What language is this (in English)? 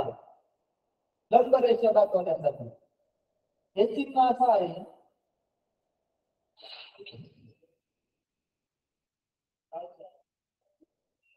Marathi